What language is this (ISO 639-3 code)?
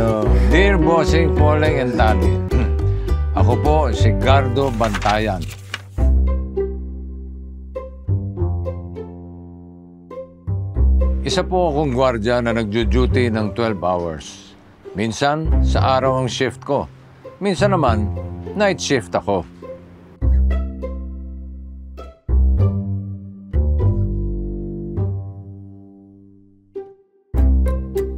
fil